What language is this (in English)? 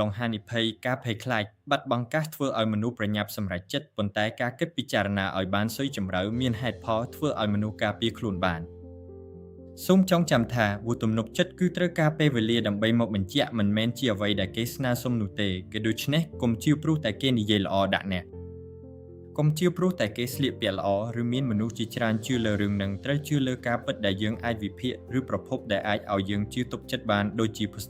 Khmer